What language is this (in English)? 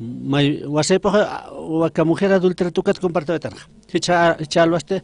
Aymara